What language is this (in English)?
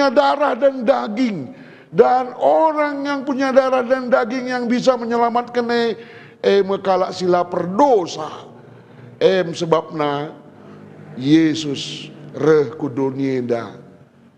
Batak Karo